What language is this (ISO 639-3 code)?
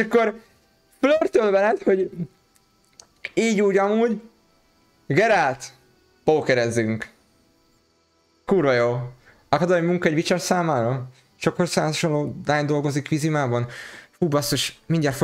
hun